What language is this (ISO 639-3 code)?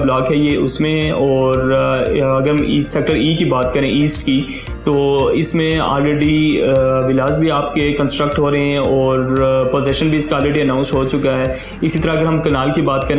hin